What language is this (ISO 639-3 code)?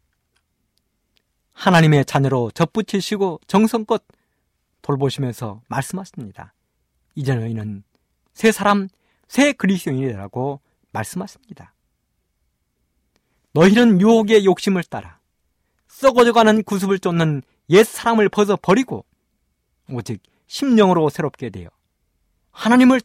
kor